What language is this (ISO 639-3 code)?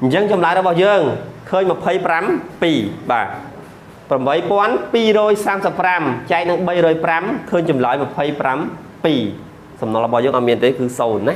khm